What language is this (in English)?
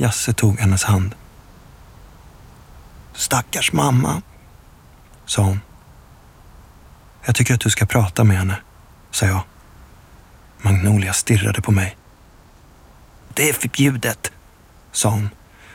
Swedish